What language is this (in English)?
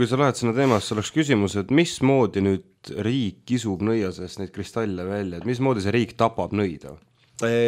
Estonian